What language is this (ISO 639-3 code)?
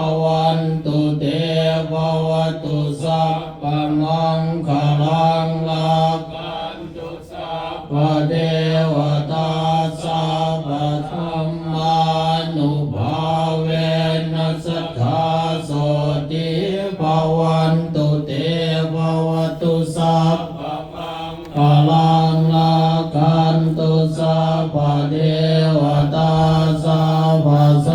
pli